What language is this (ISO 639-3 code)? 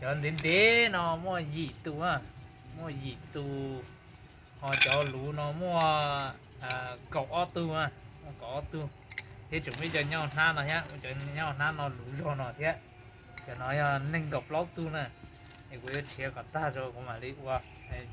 hmn